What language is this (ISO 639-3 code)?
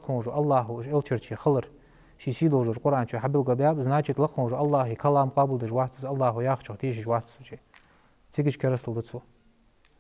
inh